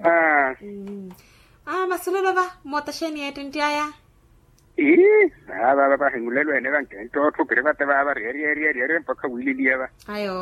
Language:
Makhuwa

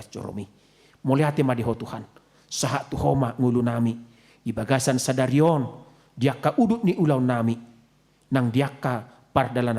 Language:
Batak Toba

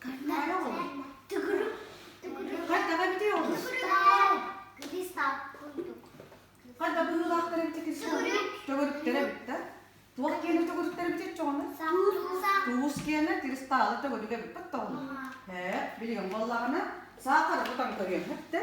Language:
Yakut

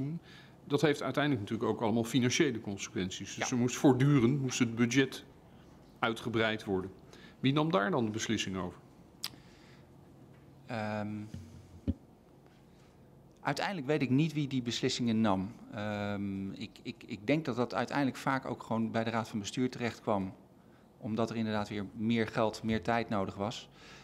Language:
Dutch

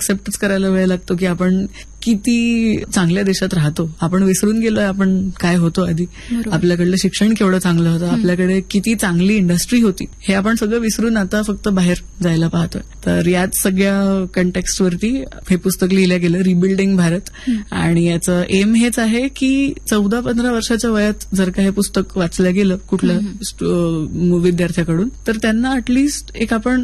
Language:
Marathi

